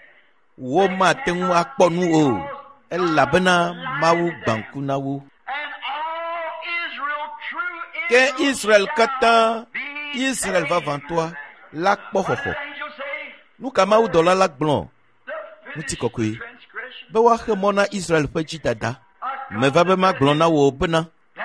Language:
Ewe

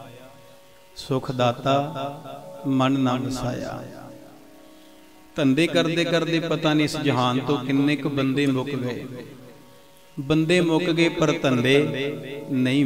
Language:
Punjabi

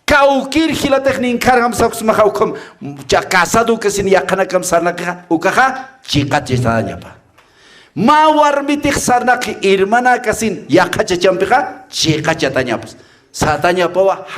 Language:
Aymara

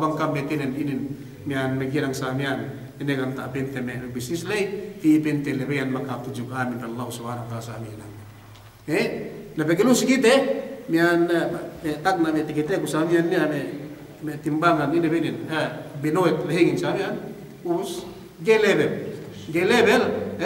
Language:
Yakan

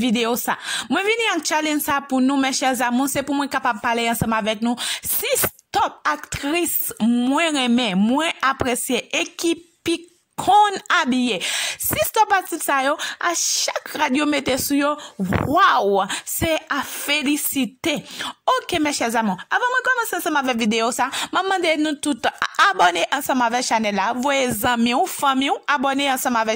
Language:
Haitian Creole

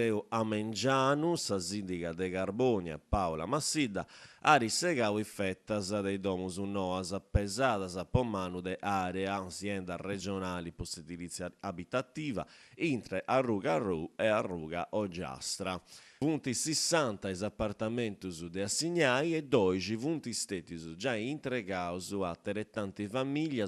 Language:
Sardinian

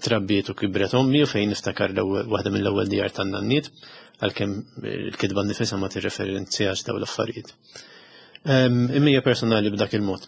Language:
Maltese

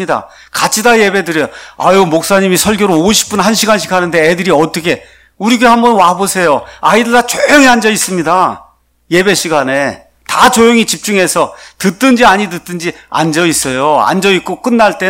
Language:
Korean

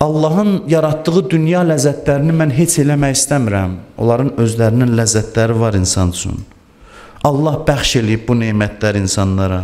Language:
Azerbaijani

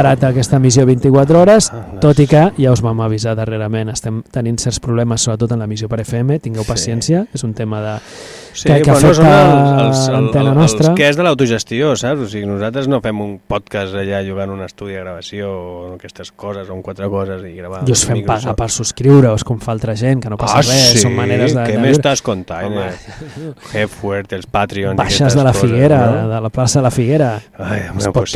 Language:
Catalan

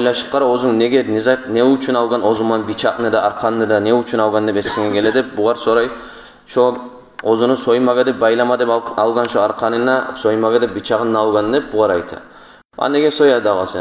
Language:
Kumyk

